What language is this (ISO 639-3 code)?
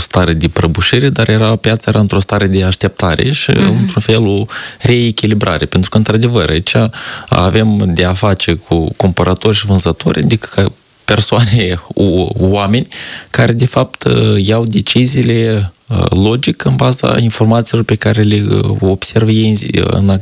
ron